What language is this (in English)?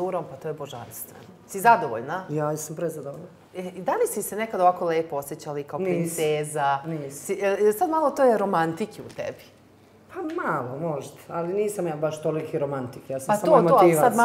Serbian